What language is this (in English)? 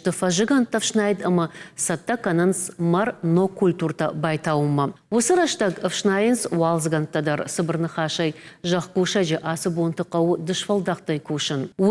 Ossetic